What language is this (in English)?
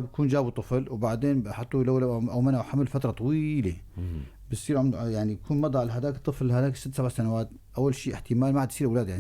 North Levantine Arabic